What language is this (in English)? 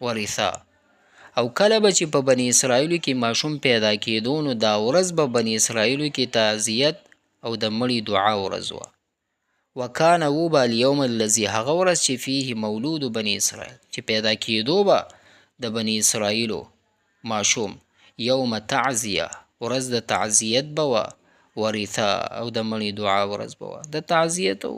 Pashto